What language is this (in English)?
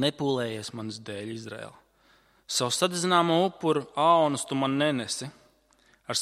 Latvian